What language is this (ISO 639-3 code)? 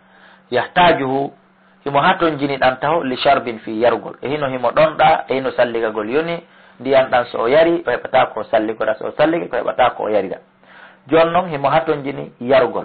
ful